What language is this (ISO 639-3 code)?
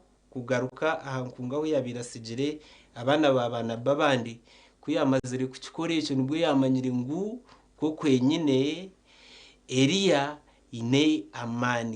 nyn